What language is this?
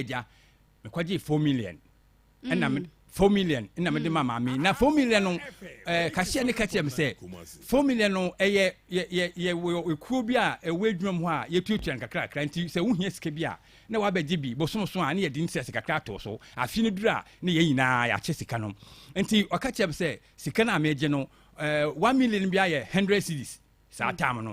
Akan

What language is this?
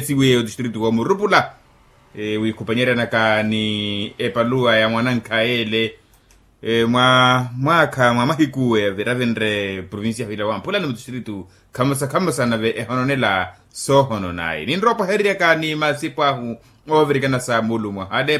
Makhuwa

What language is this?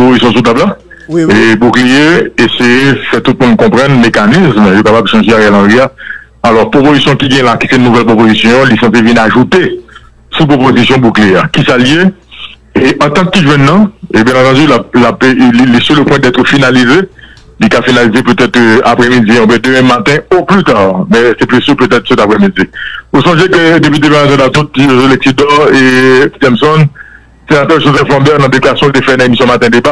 Haitian Creole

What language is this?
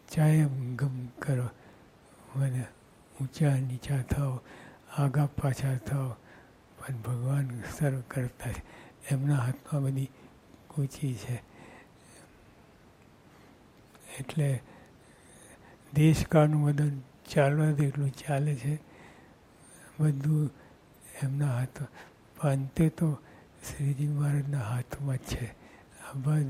Gujarati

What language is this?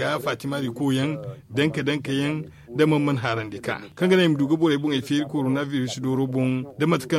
Zarma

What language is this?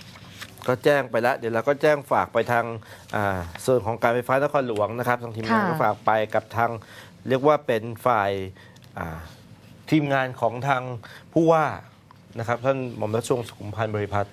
Thai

